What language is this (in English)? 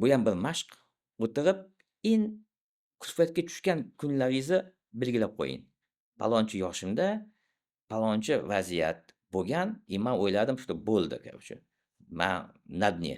Uzbek